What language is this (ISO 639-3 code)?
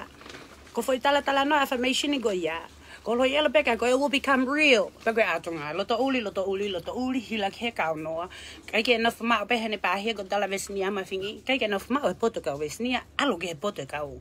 ton